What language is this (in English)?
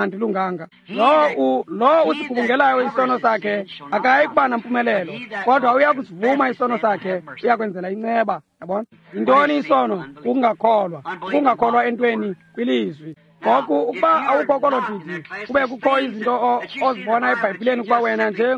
Xhosa